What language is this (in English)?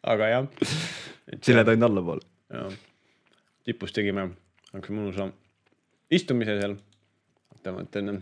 Estonian